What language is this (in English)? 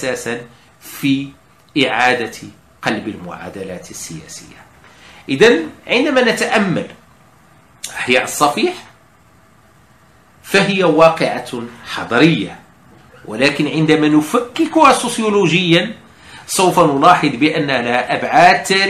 Arabic